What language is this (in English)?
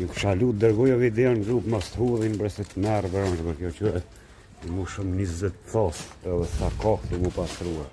Albanian